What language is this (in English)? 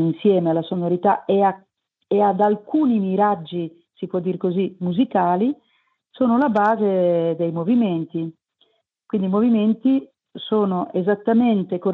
Italian